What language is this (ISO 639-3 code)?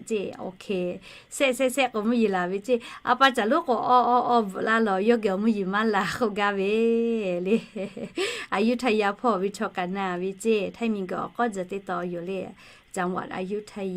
lhu